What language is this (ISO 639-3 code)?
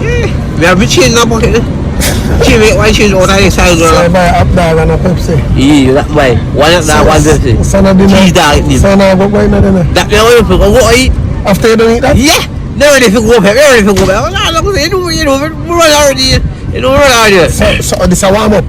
jam